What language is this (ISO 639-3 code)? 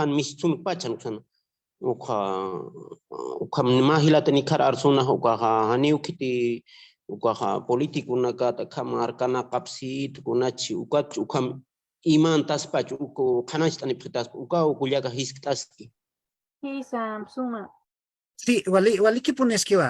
aym